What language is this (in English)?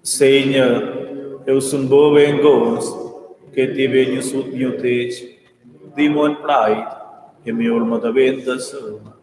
Romansh